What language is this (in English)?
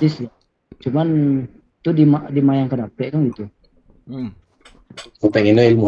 Minangkabau